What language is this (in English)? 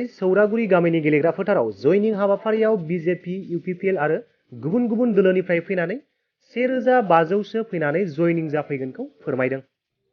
Bodo